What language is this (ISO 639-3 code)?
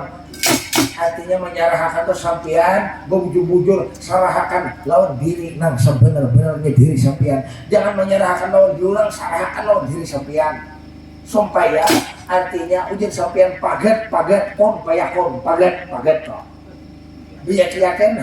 bjn